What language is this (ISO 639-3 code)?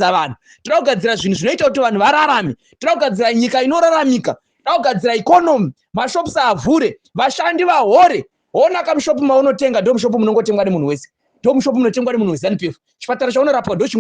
sna